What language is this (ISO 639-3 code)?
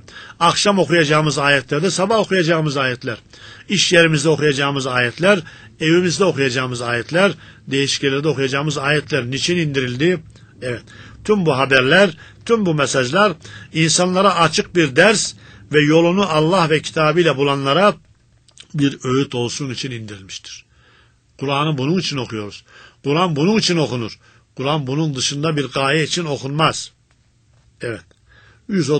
tur